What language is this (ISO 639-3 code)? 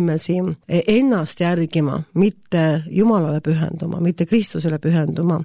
est